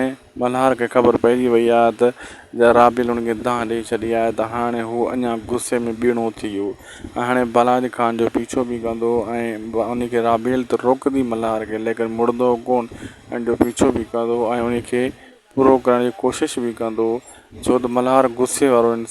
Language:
Sindhi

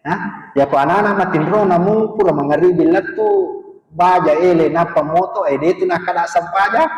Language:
Buginese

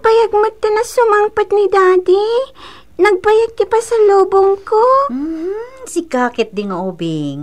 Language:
Iloko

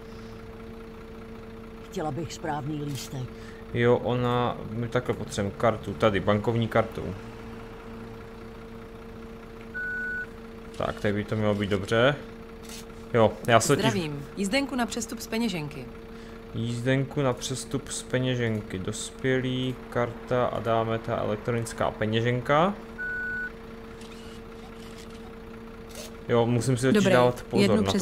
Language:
Czech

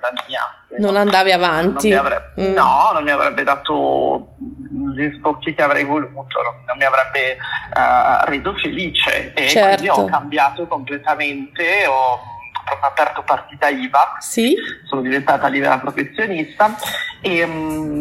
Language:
Italian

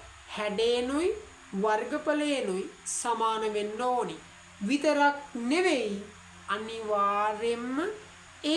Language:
Sinhala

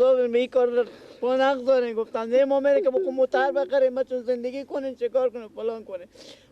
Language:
Persian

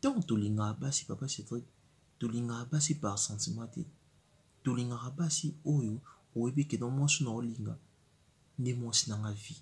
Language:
Lingala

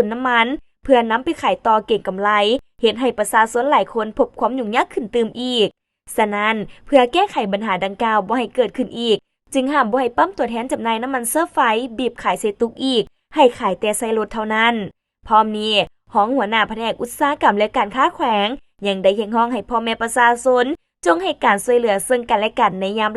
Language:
Lao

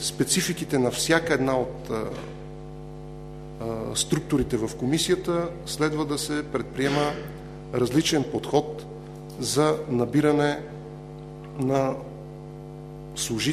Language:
Bulgarian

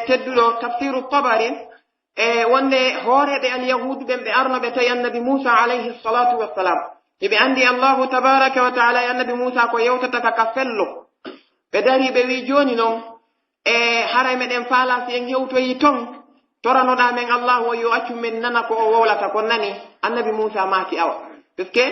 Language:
Pular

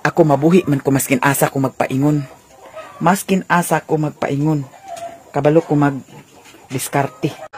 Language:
Cebuano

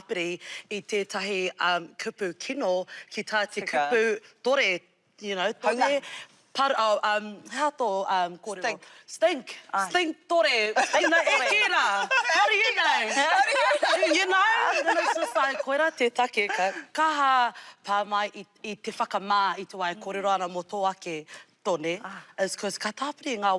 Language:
Māori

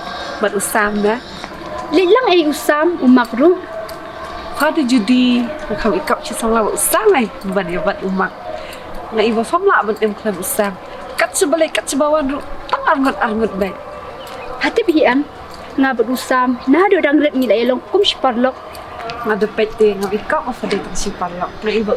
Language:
Khasi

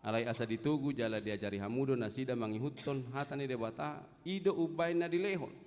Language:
Batak Toba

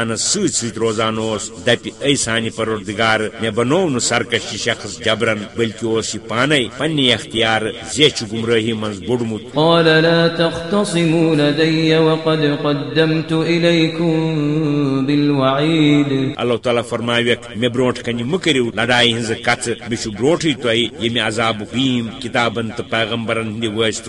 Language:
Kashmiri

